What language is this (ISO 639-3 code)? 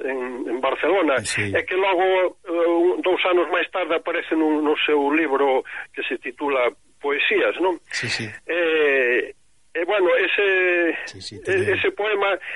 glg